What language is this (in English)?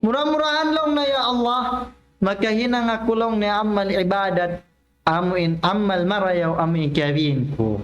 Tausug